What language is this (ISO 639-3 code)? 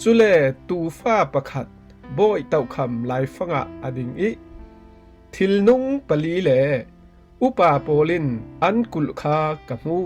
cfm